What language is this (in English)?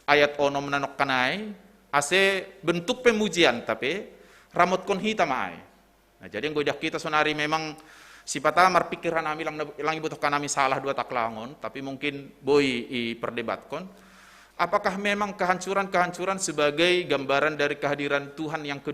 Batak Simalungun